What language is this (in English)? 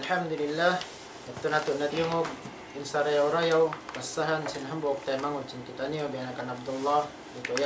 Tausug